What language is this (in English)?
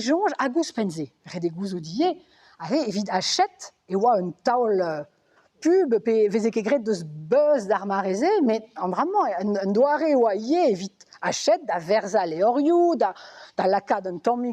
Breton